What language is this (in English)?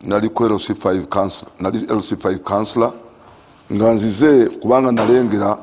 Ganda